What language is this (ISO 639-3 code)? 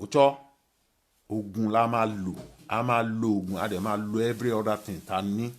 yor